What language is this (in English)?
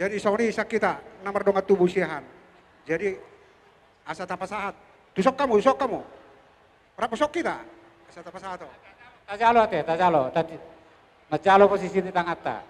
Batak Toba